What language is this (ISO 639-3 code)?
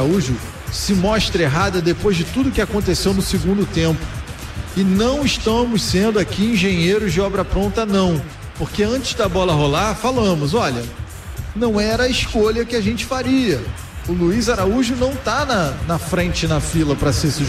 por